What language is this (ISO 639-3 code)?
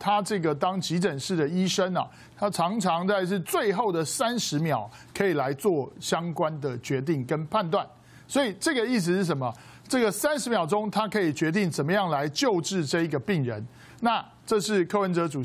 zho